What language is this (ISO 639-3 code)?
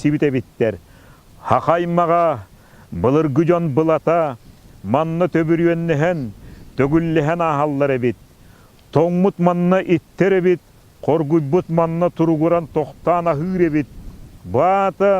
sah